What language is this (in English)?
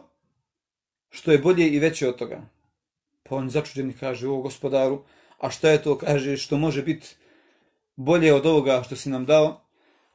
Bosnian